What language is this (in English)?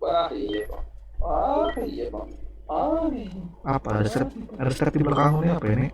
Banjar